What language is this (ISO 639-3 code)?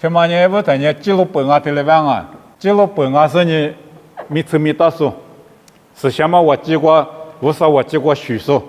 lis